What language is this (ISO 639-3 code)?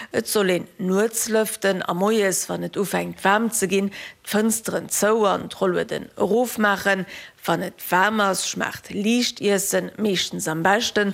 ltz